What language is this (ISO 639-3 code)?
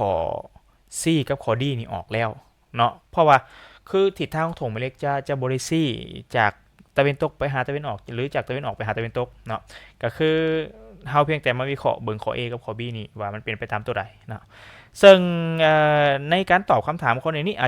lao